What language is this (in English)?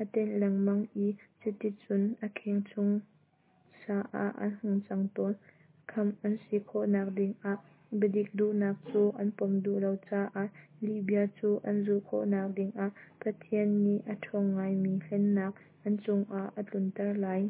Hakha Chin